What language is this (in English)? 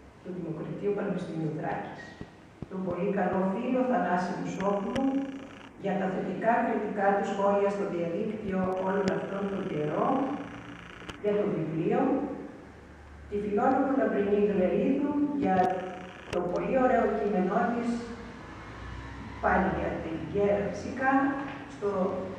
Greek